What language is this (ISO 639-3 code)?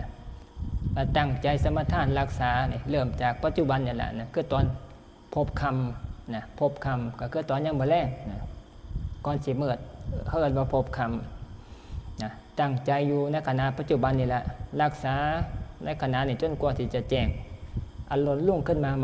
tts